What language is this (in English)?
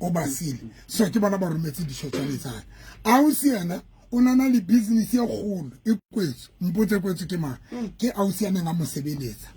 Southern Sotho